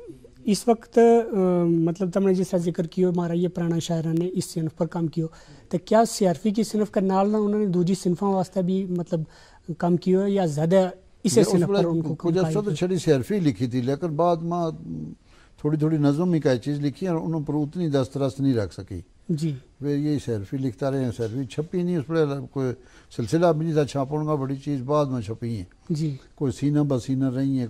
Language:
Gujari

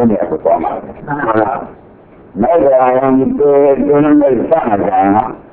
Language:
Burmese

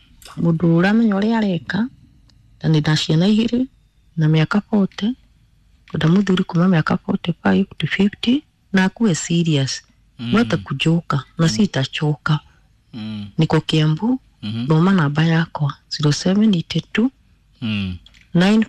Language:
Kikuyu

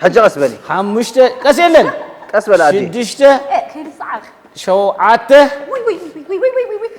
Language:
Tigrinya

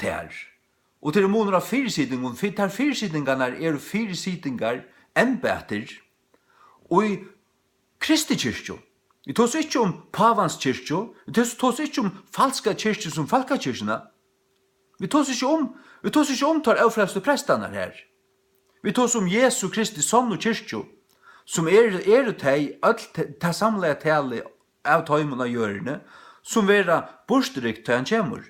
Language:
Faroese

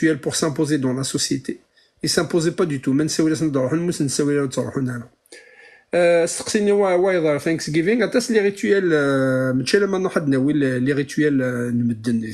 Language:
Kabyle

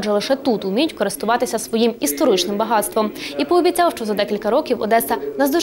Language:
Ukrainian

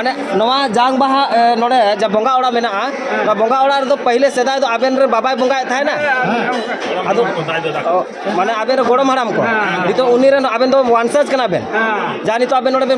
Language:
Santali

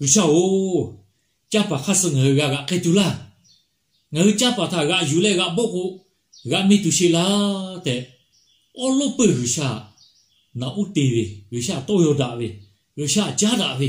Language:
Lahu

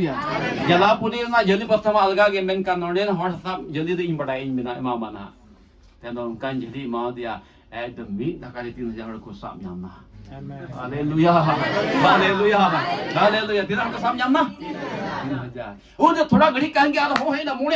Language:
Santali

